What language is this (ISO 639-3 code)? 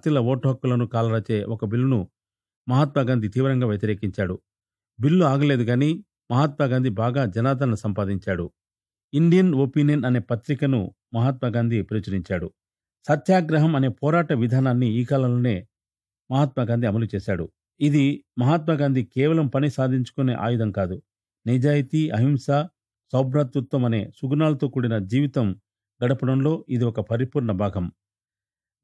tel